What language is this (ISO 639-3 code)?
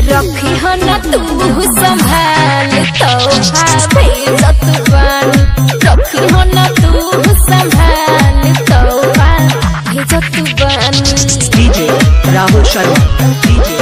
bho